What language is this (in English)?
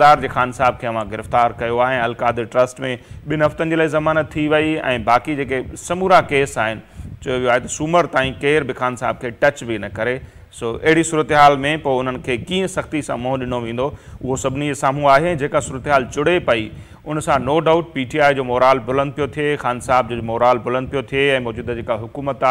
Sindhi